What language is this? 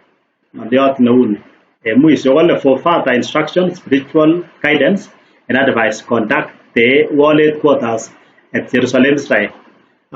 Kalenjin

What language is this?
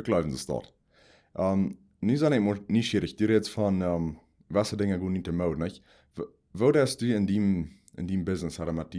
Plautdietsch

